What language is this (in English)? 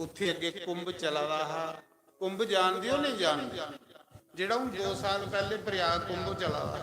Dogri